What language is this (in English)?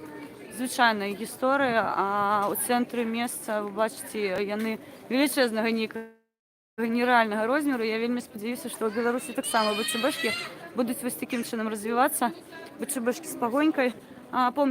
Belarusian